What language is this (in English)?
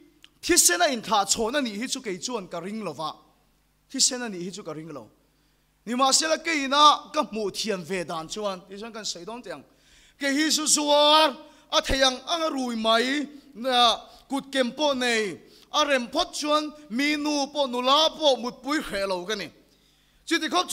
Vietnamese